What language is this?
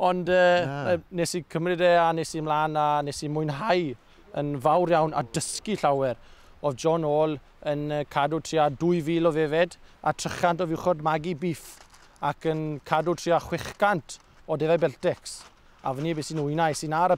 Welsh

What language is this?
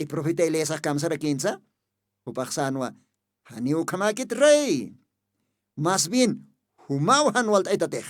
Aymara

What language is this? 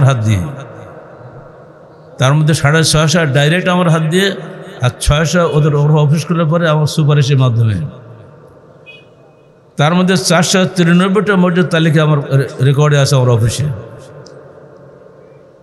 Bangla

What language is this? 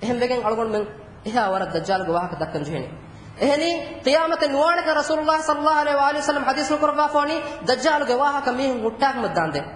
Divehi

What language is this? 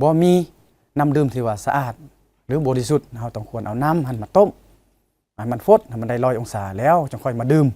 Lao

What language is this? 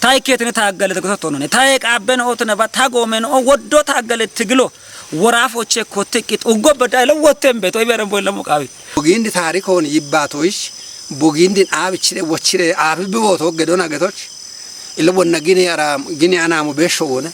Kafa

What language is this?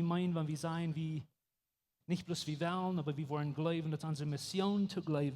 Plautdietsch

